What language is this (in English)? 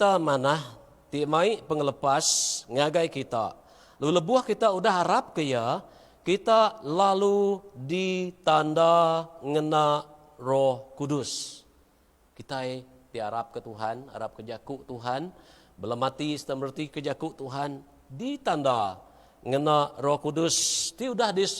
Iban